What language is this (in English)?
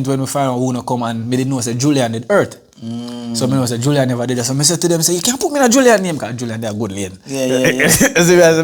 Jamaican Creole English